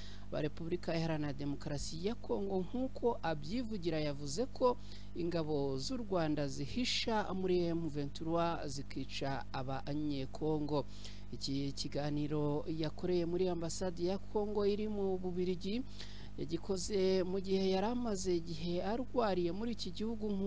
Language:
Kinyarwanda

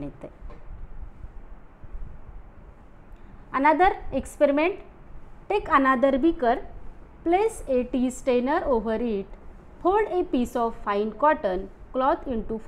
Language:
Marathi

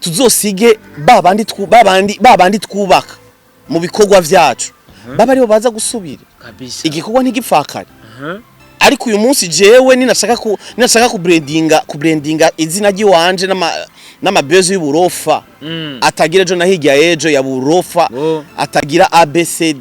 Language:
Rundi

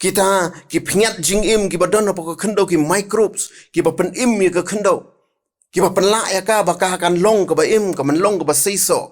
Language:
Khasi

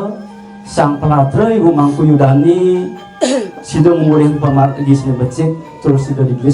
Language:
Balinese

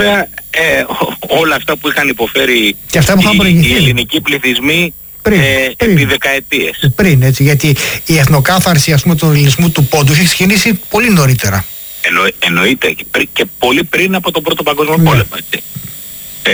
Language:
Greek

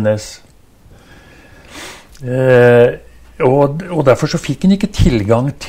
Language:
Norwegian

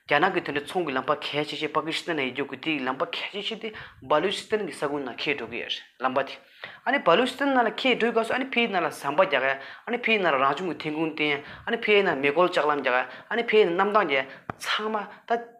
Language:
Tibetan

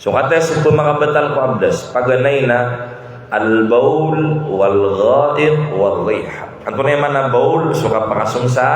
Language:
Maranao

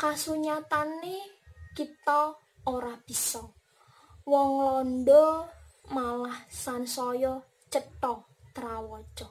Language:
Javanese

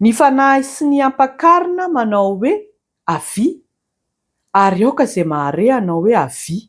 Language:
Malagasy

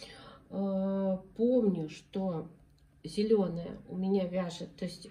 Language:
Russian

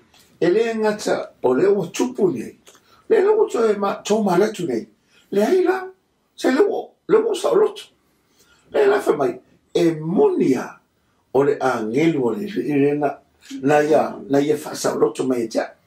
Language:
Samoan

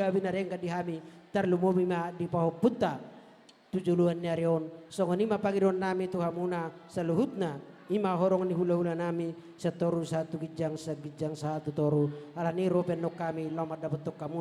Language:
Batak Toba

